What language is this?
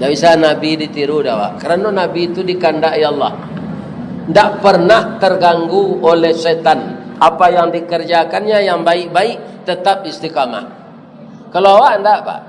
Minangkabau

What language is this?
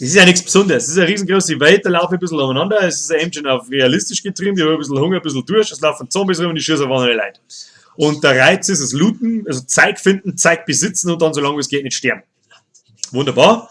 Bavarian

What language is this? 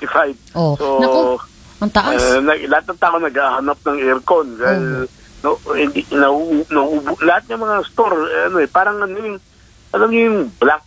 Filipino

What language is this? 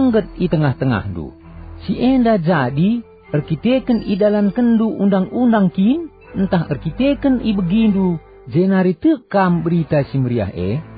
Batak Karo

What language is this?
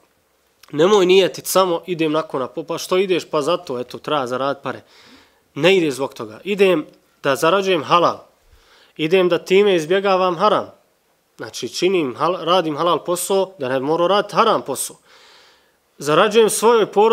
Bosnian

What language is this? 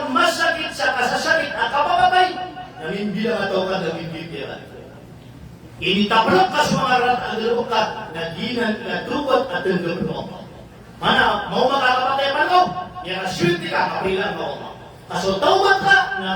Maranao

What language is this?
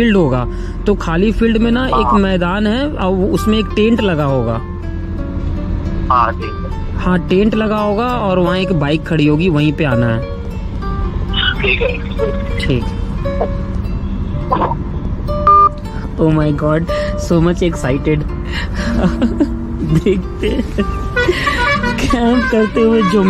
Hindi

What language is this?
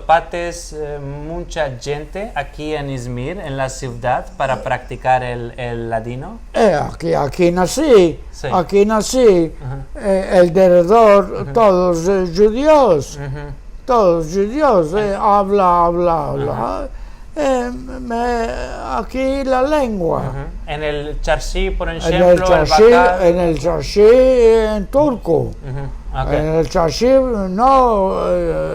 Ladino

